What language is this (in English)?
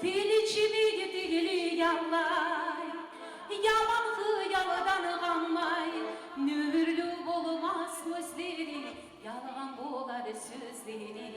Kumyk